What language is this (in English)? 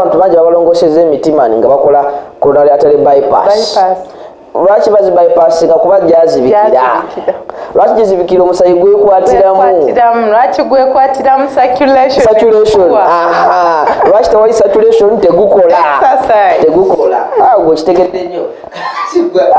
Ganda